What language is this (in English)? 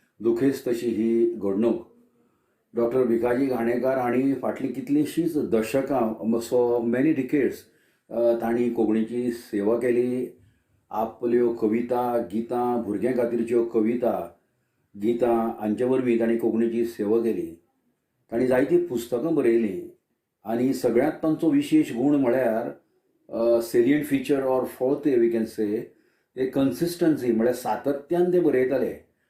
Konkani